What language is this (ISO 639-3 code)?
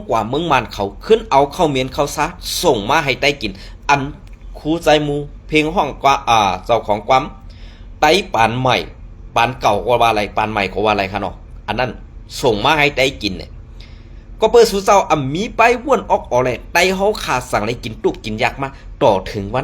shn